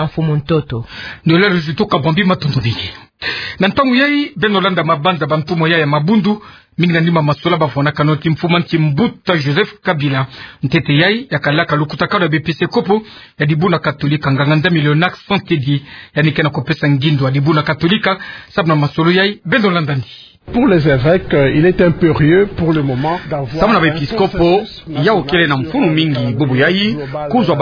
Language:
Kituba (Democratic Republic of Congo)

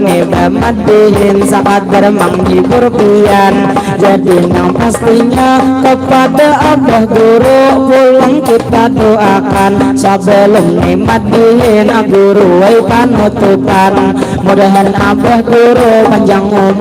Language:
Banjar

